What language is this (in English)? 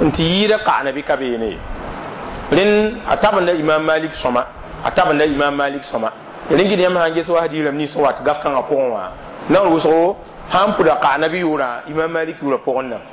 Mossi